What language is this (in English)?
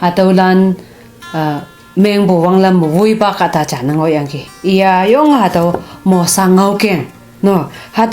Konyak Naga